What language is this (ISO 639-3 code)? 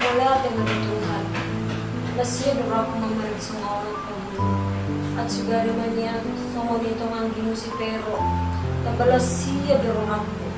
bbc